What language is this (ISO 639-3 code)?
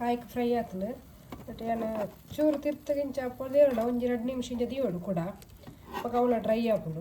tcy